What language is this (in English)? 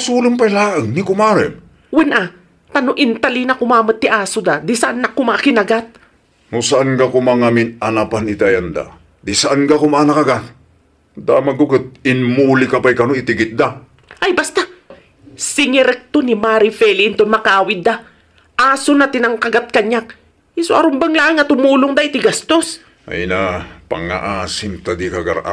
Iloko